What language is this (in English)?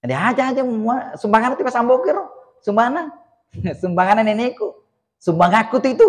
Buginese